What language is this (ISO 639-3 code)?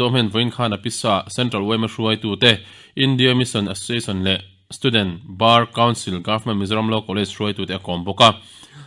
lus